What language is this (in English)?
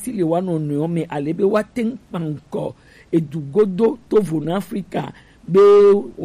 Gen